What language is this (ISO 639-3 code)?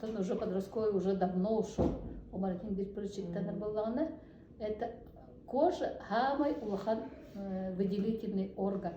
sah